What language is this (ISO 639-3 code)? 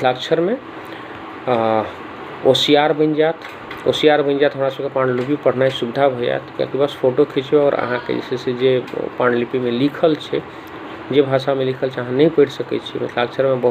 mai